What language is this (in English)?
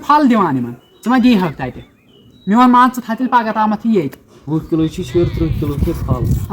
Kashmiri